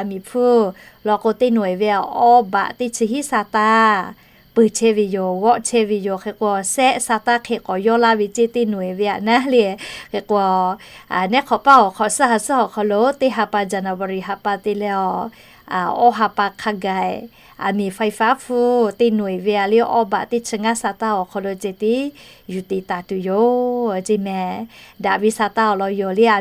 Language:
Lahu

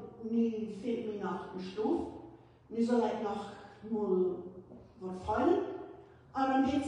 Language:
Plautdietsch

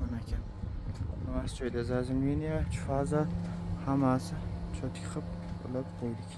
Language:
Uzbek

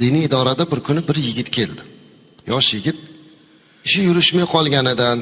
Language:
Uzbek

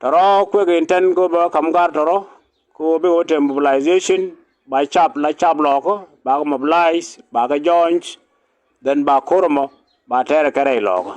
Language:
Nuer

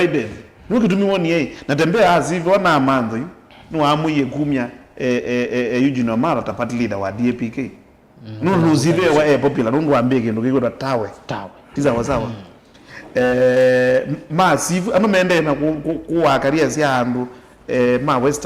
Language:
Kamba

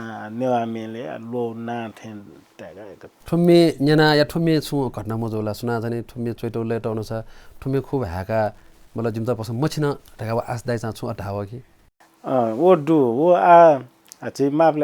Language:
Newari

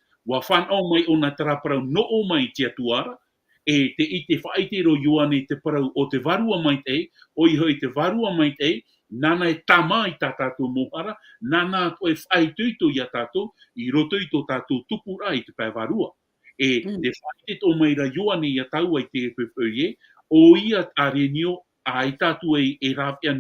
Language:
Tahitian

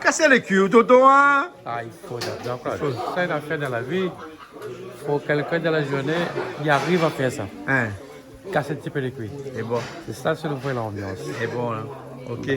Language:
Réunion Creole French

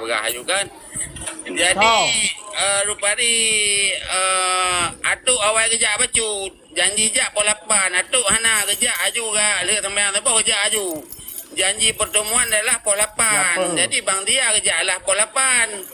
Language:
Achinese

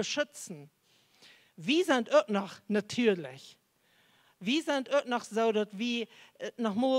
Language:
Plautdietsch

